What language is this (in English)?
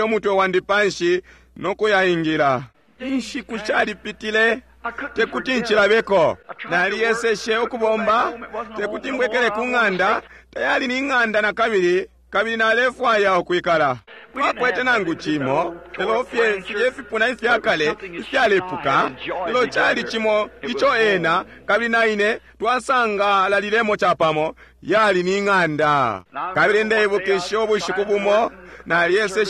Bemba